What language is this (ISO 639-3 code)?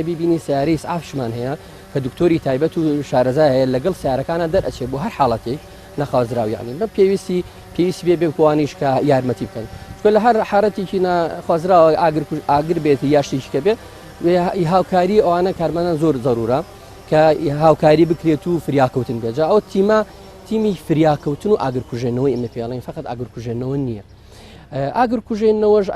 ckb